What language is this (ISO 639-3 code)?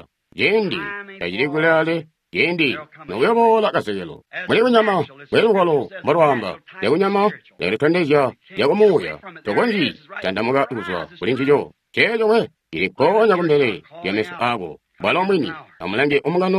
toi